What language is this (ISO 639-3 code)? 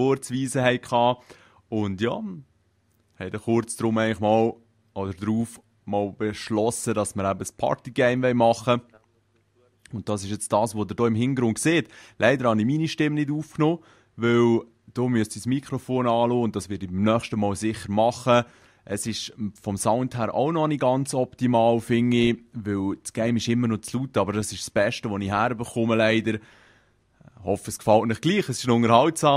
gsw